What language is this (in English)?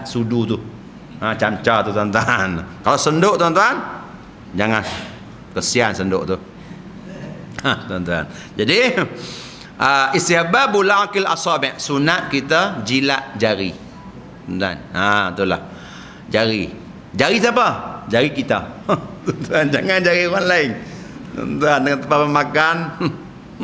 Malay